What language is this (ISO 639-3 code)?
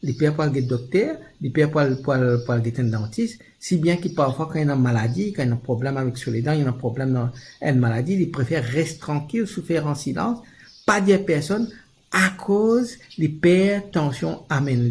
mfe